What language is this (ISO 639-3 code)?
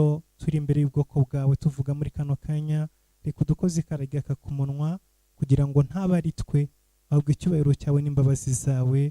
kin